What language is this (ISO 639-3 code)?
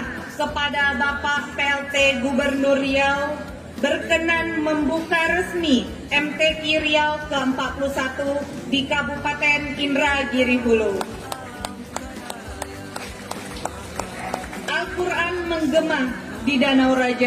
ind